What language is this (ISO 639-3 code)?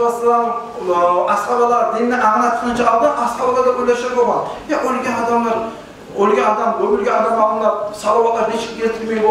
kum